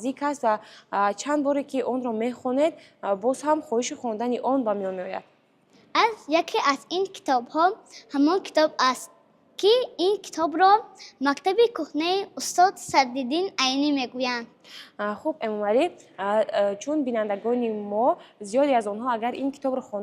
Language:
Tajik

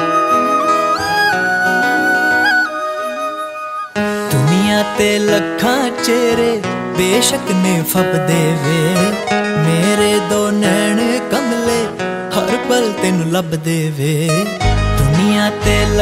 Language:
Punjabi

